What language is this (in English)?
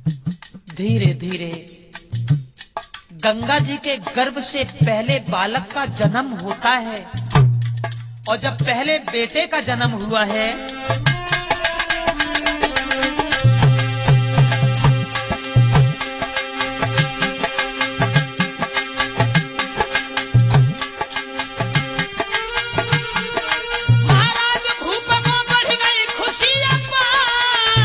Hindi